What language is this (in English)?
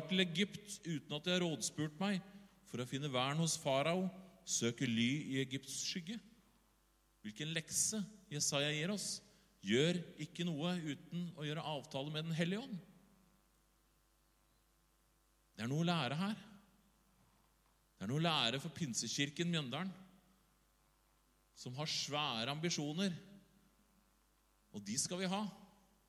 Norwegian